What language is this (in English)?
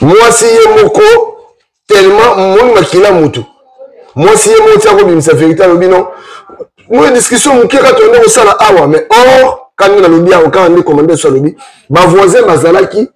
Lingala